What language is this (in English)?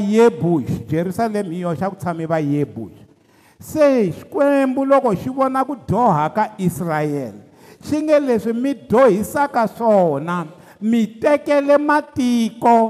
Tsonga